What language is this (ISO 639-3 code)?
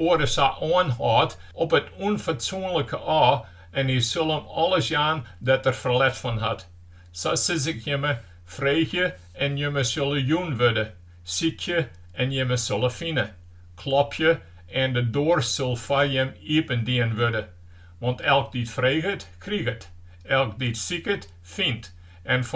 fry